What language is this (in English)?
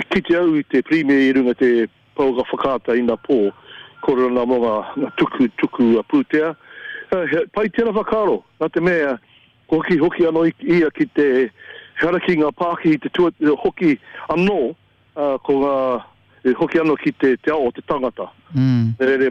Māori